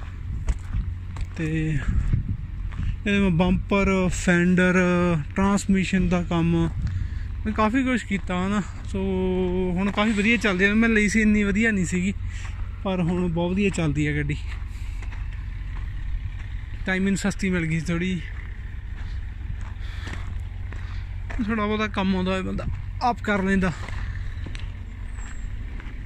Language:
Punjabi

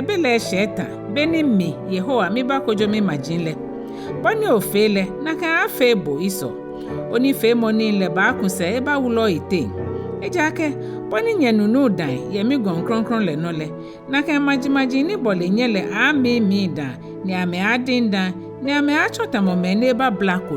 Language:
Ga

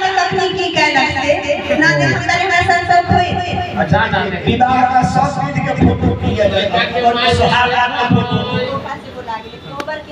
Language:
Bhojpuri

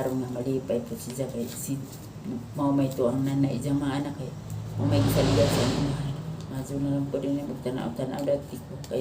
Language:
Cebuano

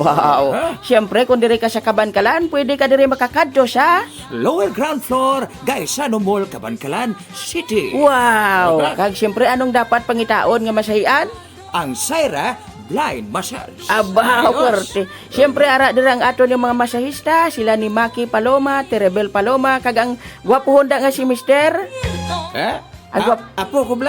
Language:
Hiligaynon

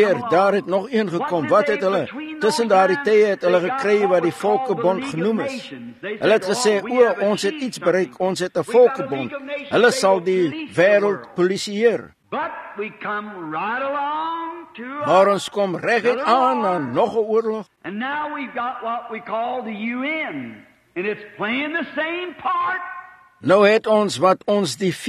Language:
Afrikaans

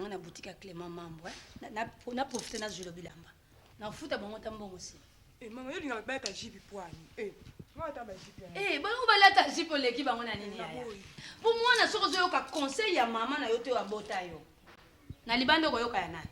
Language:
Lingala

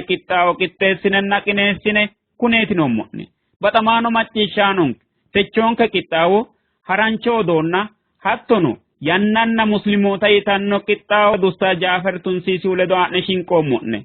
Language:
Sidamo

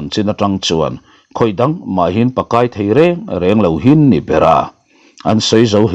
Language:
Mizo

